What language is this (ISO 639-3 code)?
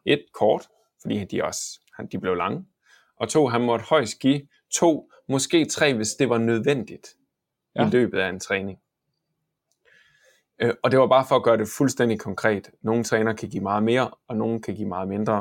dan